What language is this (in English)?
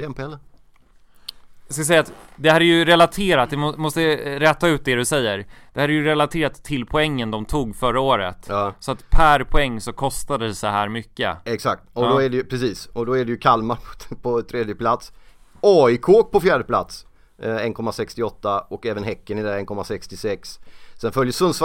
Swedish